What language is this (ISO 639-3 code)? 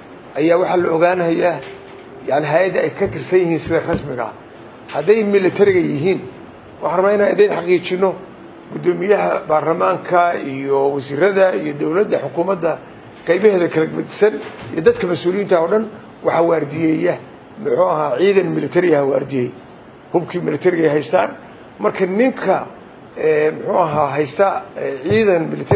som